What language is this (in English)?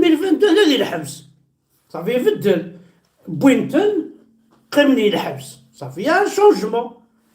Kabyle